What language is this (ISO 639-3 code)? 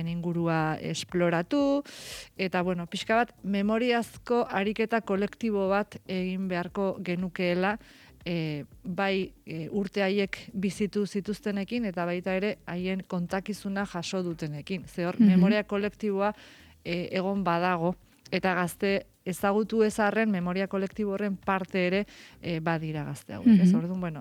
eus